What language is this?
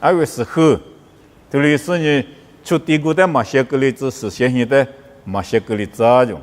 Lisu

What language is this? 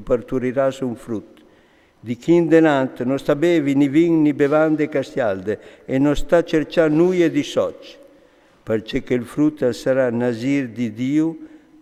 Friulian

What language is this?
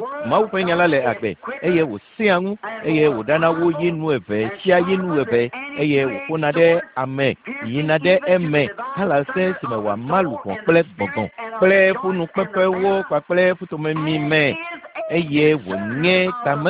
Ewe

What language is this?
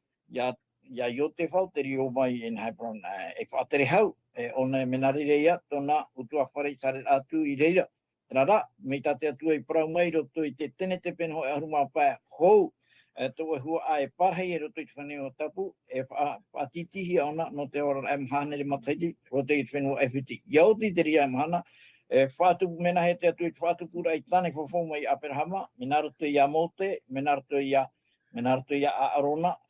Tahitian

